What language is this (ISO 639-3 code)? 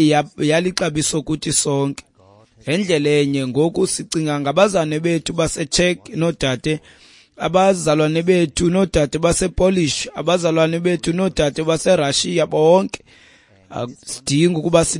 xho